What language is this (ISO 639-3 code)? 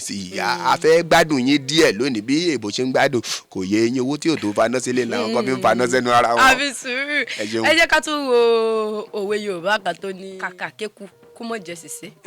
yor